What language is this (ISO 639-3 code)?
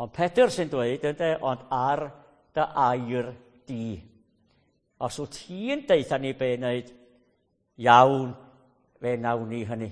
cym